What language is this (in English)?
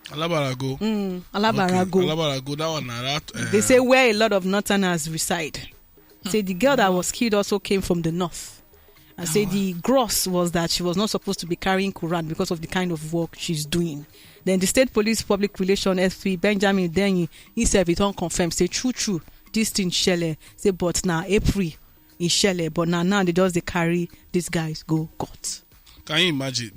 Nigerian Pidgin